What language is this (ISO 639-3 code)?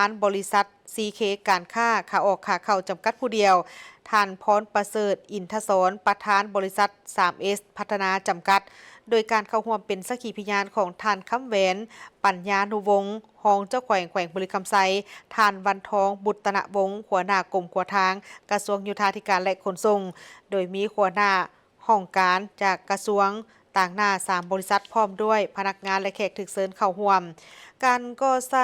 lao